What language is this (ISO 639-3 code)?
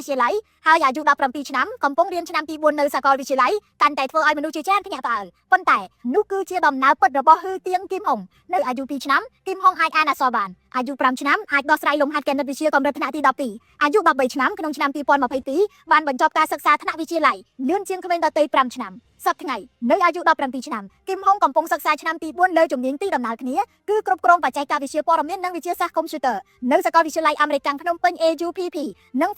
khm